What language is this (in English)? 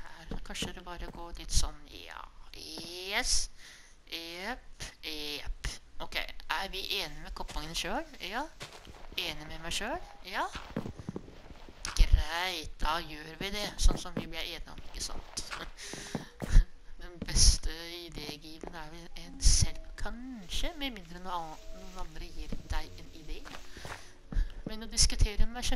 Norwegian